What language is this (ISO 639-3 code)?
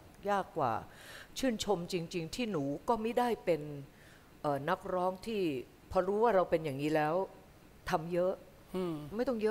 tha